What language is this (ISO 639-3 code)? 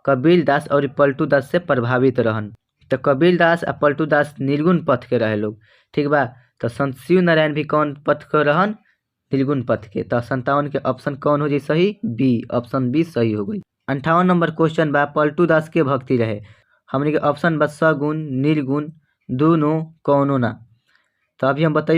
bho